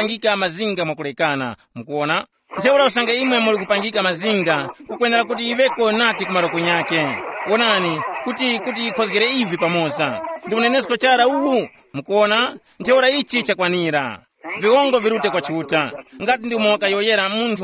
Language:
Tumbuka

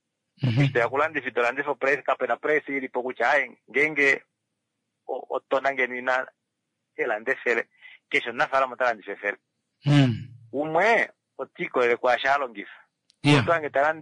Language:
Kuanyama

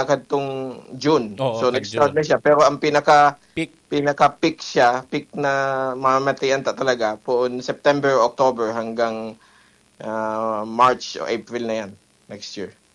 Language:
Bikol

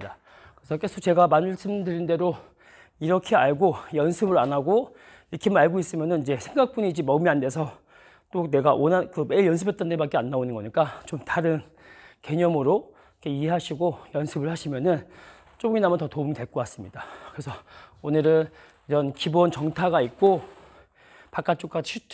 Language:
Korean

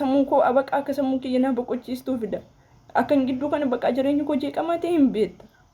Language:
Oromo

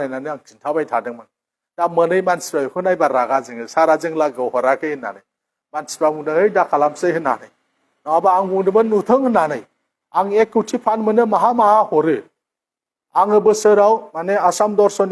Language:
Bodo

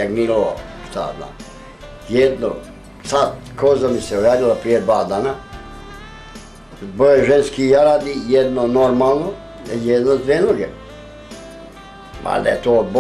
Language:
Bosnian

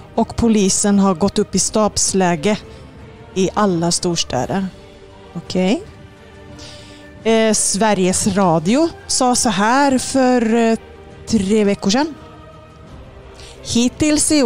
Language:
Swedish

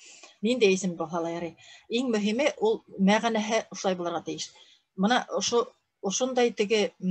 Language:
Bashkir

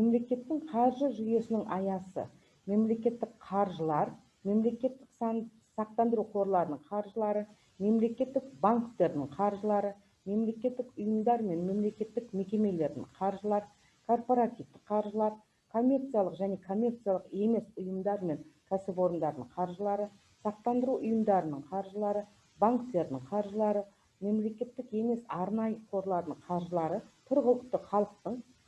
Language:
Kazakh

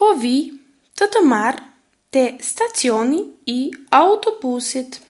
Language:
Albanian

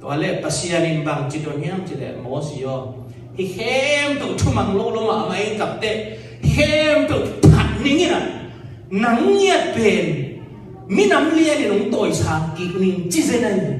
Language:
Tedim Chin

